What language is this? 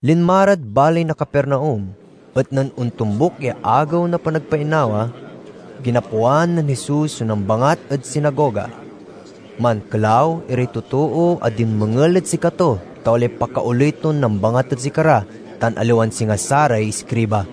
Pangasinan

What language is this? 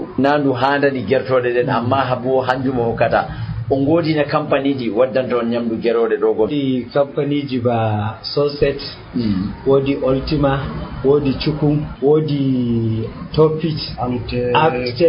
Nigerian Fulfulde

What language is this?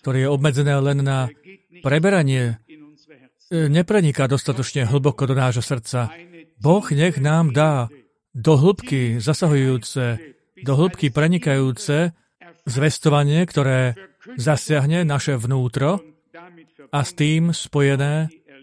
Slovak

